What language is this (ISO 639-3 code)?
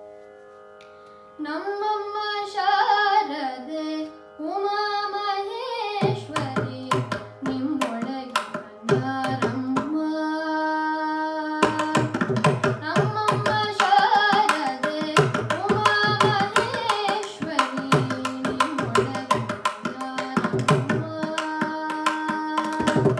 kan